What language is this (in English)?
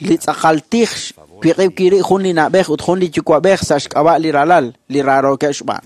Kekchí